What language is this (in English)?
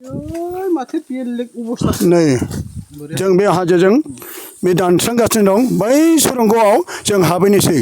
Bodo